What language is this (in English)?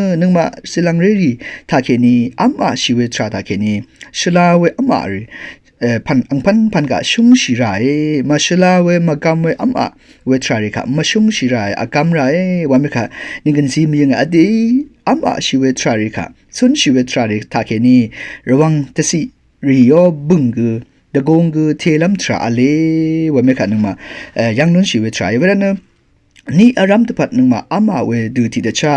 Rawang